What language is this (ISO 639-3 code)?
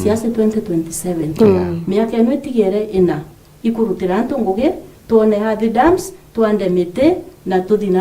mer